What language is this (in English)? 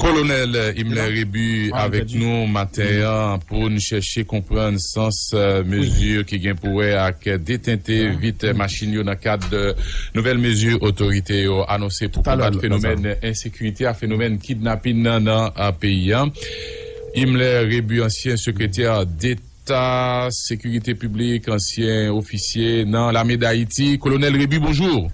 Haitian Creole